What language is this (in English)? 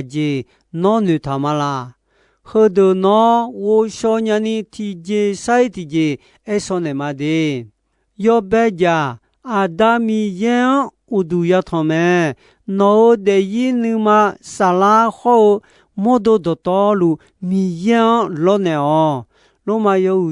Akha